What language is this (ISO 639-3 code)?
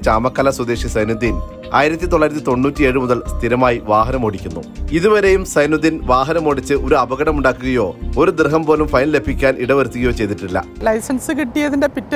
mal